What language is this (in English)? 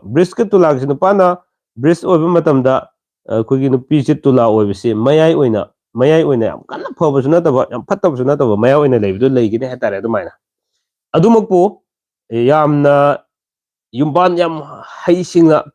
Manipuri